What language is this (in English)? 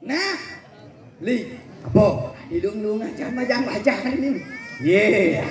Balinese